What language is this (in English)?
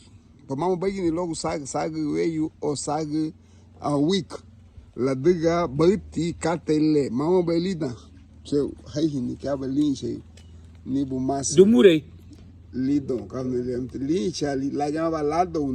Garifuna